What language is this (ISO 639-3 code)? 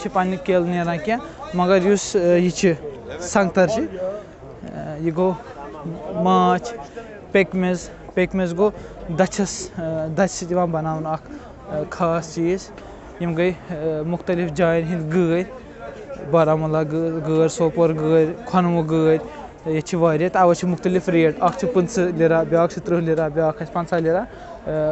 kas